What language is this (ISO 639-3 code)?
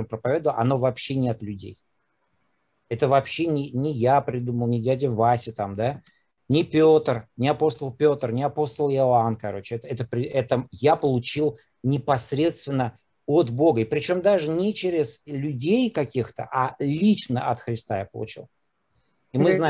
rus